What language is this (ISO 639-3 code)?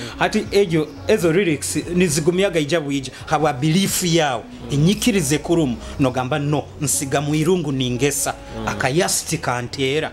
nyo